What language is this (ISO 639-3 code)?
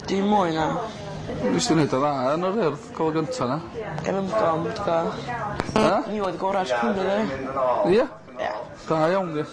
cym